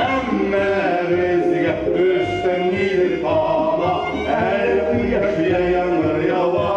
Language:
Tatar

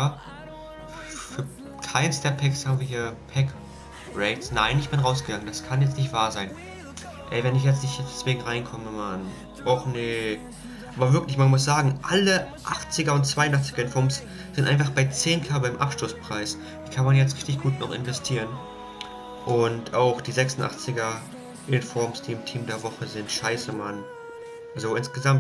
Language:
German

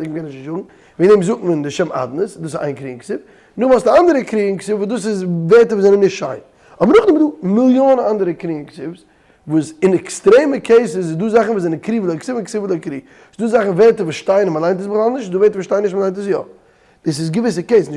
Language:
Yiddish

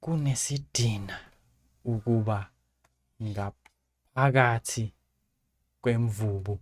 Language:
Zulu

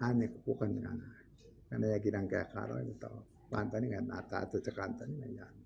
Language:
Gilbertese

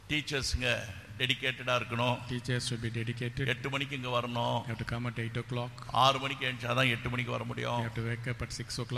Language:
Tamil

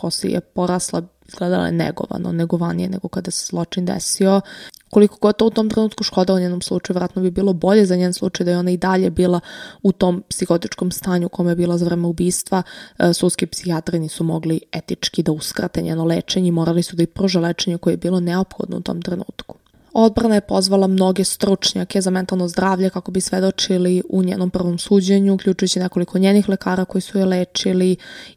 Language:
Serbian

